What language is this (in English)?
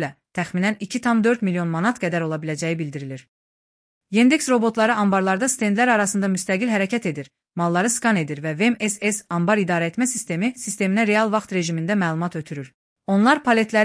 Azerbaijani